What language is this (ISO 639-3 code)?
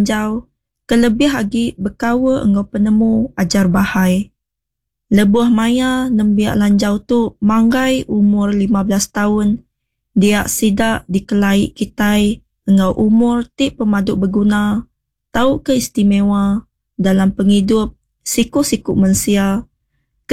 iba